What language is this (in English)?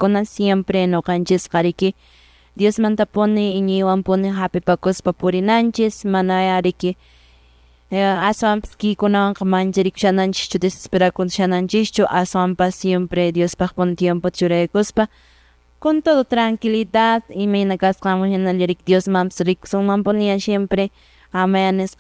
Quechua